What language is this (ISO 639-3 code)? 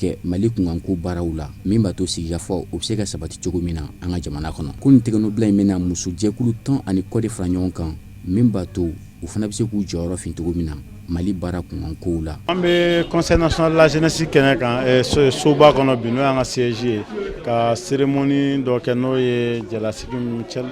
bam